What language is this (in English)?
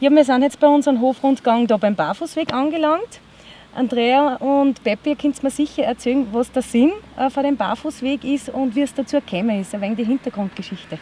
Bavarian